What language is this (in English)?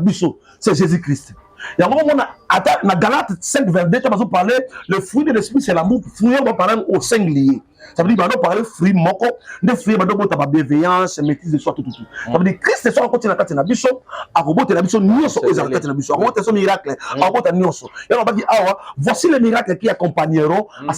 Lingala